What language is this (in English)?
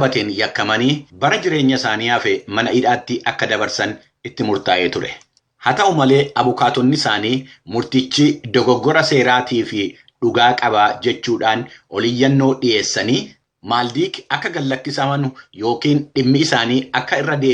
Oromo